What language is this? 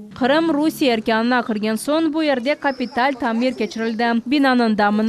Crimean Tatar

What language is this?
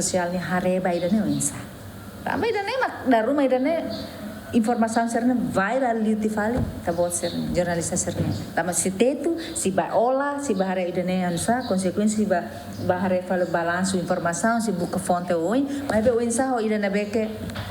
Tetum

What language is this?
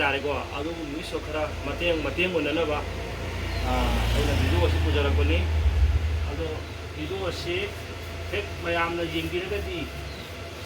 Manipuri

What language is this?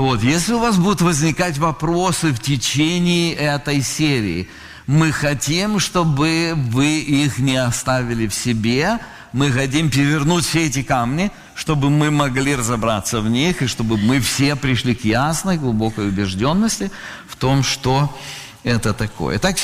Russian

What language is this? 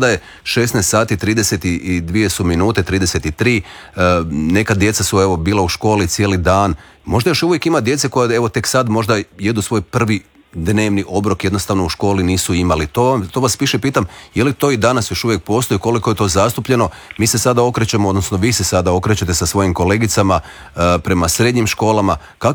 Croatian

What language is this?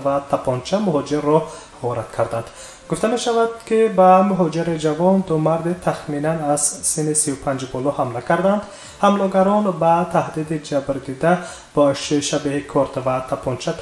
Tajik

